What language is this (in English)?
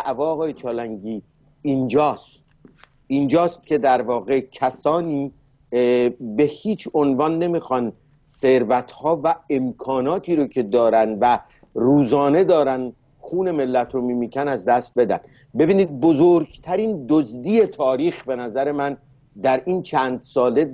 Persian